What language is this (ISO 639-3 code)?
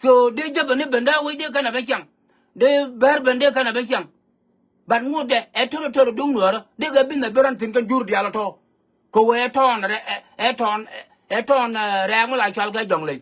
nus